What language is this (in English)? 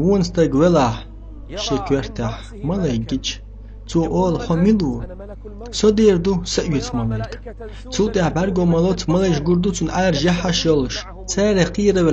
Chechen